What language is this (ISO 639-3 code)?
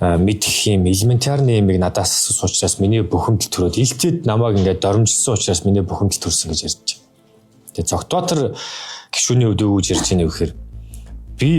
mon